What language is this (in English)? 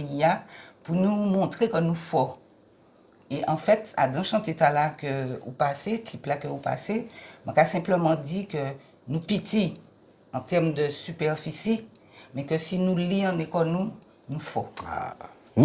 Guadeloupean Creole French